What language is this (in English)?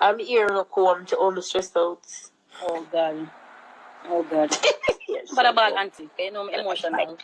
Jamaican Creole English